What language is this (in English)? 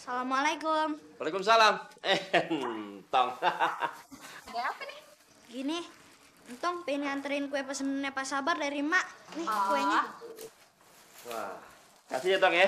Betawi